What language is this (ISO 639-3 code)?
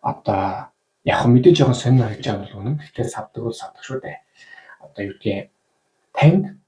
mon